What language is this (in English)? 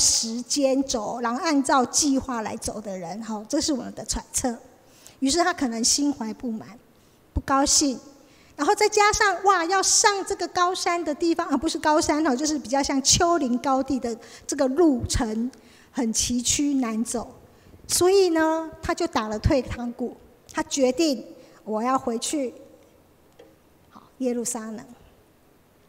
Chinese